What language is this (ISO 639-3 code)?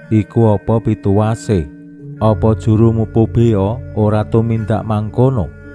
jav